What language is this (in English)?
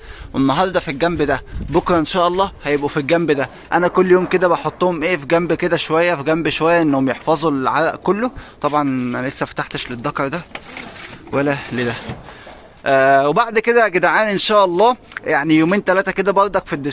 Egyptian Arabic